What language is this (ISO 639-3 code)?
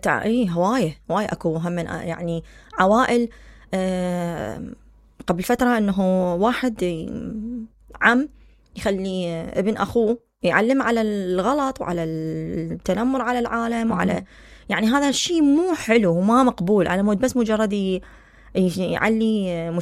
acm